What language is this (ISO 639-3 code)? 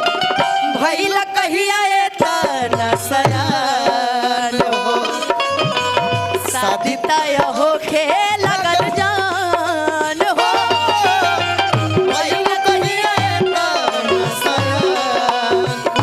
bho